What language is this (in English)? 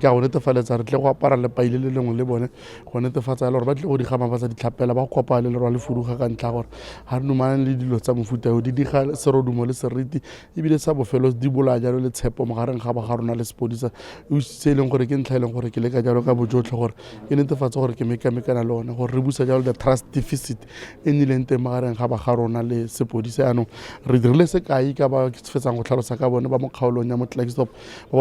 Tswana